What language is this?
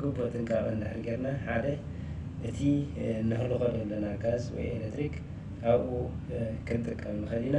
Tigrinya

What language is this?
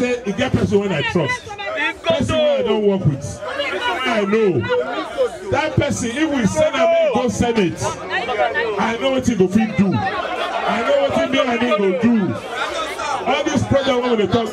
Nigerian Pidgin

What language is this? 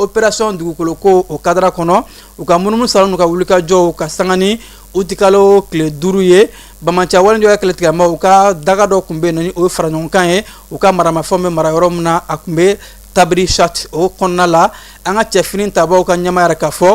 Bambara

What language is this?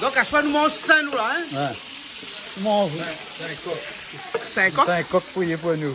Réunion Creole French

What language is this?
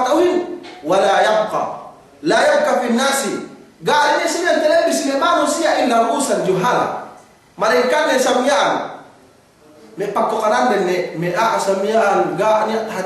Yakan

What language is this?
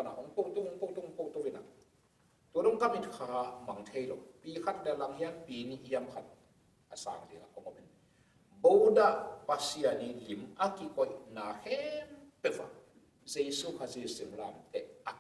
Tedim Chin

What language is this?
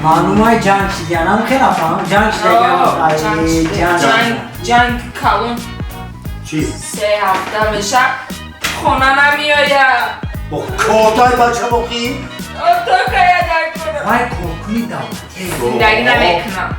Tajik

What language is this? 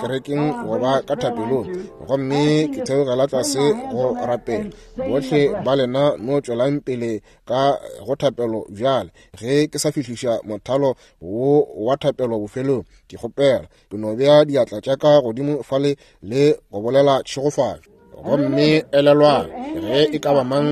Northern Sotho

